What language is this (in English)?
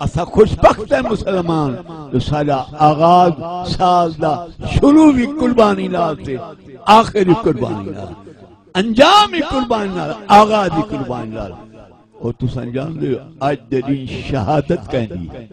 Saraiki